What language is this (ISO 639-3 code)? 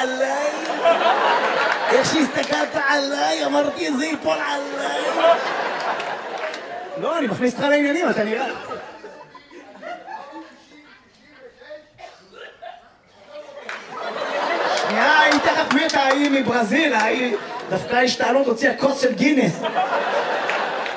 heb